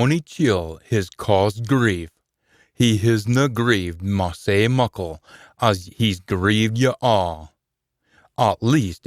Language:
Scots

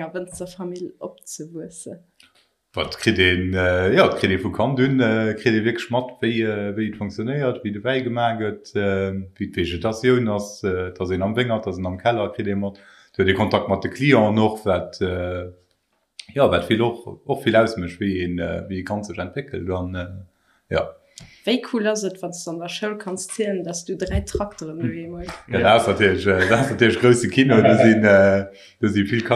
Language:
Luxembourgish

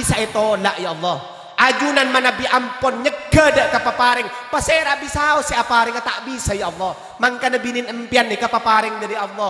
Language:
Madurese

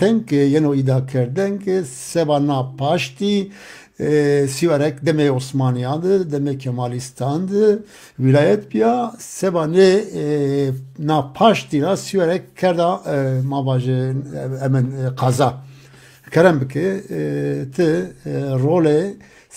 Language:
Zaza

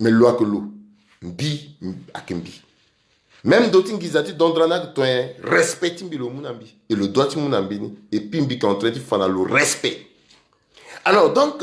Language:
Sango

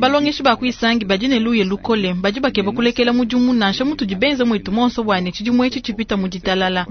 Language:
Luba-Lulua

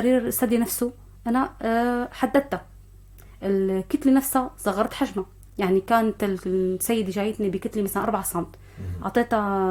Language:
North Levantine Arabic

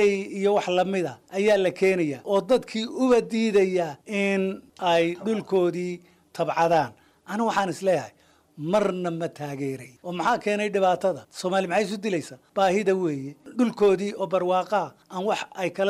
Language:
Somali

